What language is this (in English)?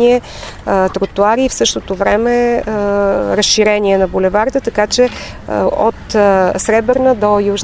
Bulgarian